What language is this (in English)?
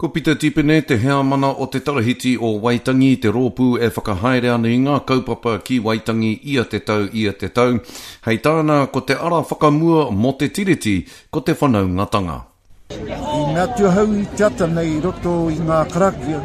Māori